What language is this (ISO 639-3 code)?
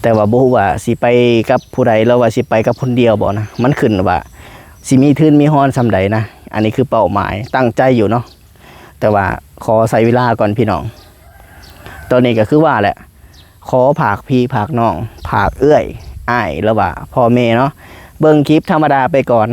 lao